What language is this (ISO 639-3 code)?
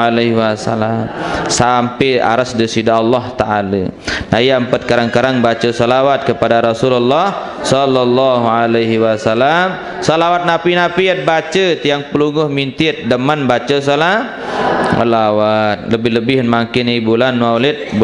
sas